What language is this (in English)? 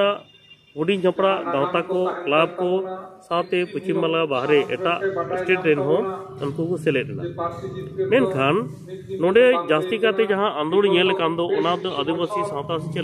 Santali